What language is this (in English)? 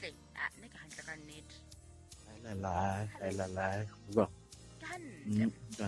Southern Sotho